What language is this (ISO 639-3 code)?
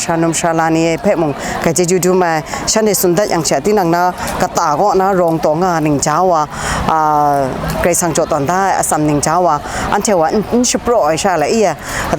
kac